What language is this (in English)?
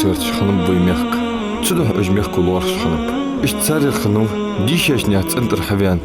Ingush